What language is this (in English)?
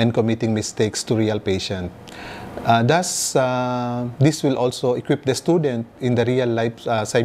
Bikol